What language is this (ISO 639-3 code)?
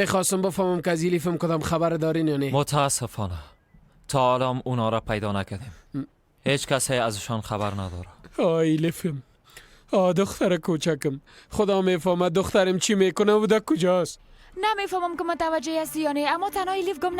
fas